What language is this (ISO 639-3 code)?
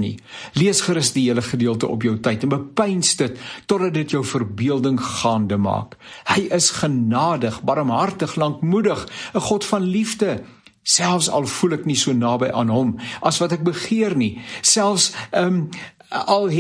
afr